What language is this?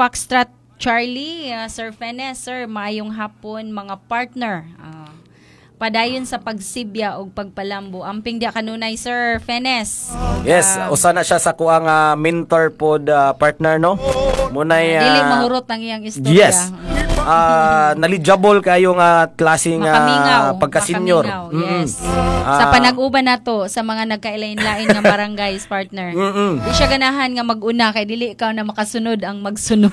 Cebuano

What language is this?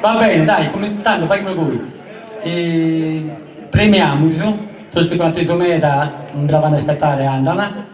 Sardinian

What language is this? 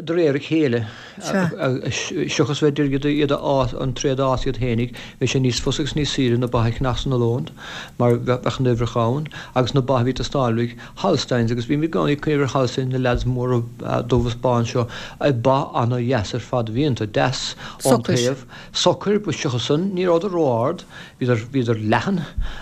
Irish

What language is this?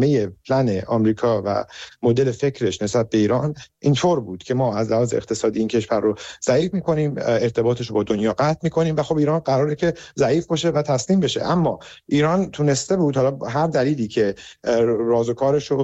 Persian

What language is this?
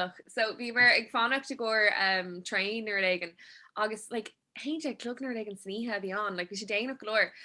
Irish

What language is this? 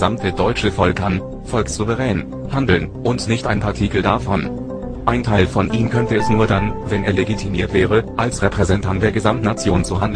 German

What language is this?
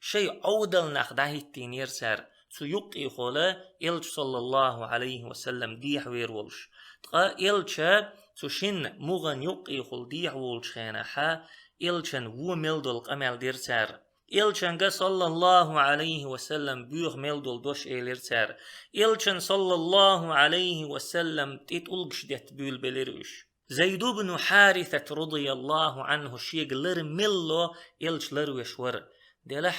Chechen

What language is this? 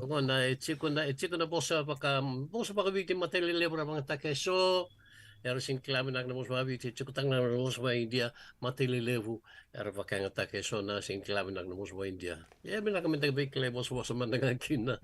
Fijian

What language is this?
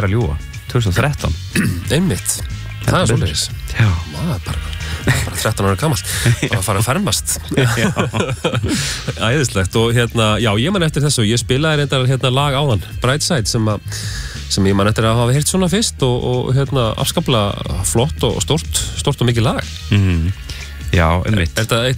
Icelandic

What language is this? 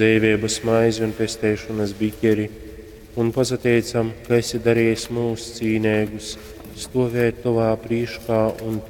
Latgalian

